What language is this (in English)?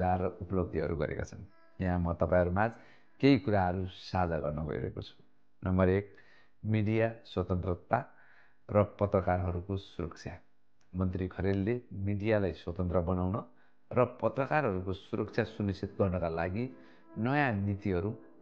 Nepali